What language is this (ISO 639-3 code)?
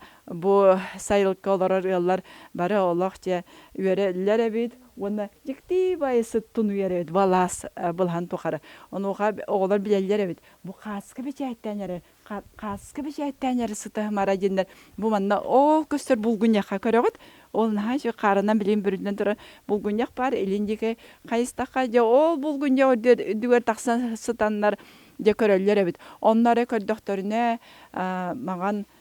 sah